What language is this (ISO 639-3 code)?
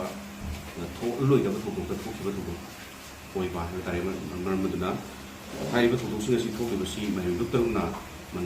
mni